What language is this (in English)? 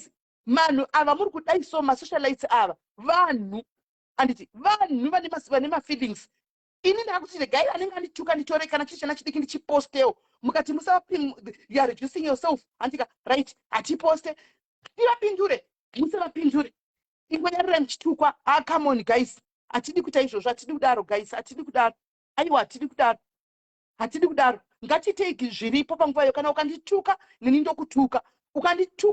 Shona